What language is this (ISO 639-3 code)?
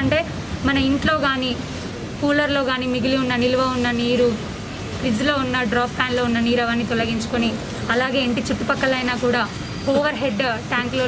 tel